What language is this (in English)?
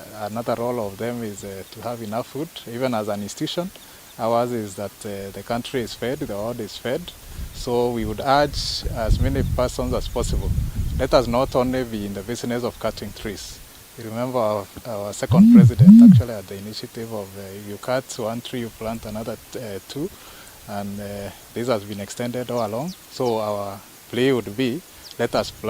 Meru